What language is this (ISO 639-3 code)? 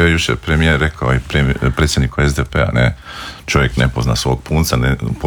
hrv